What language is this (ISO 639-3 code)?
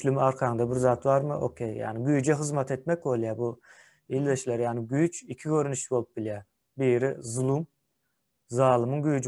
tuk